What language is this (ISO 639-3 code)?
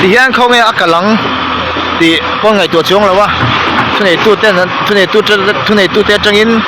cfm